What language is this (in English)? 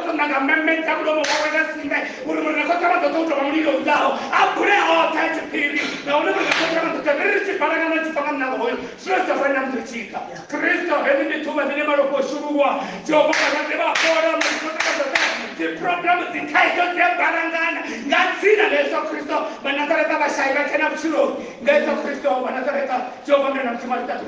Venda